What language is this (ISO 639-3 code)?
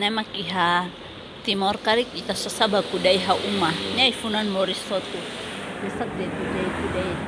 tet